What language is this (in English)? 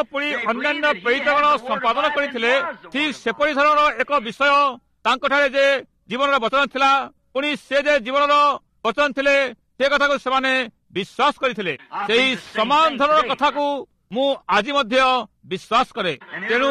Odia